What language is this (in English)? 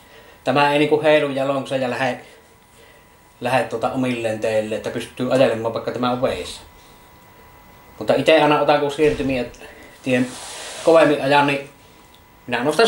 Finnish